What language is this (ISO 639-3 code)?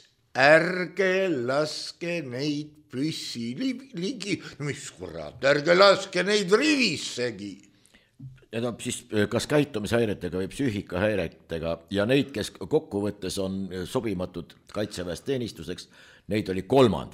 est